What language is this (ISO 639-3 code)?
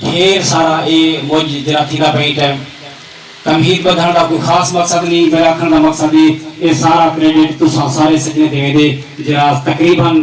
skr